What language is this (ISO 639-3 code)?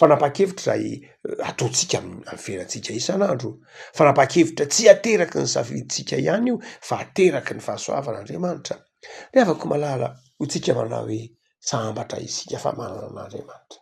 mlg